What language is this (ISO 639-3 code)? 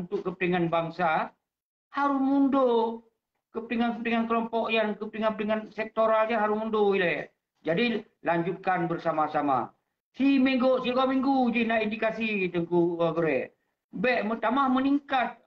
ace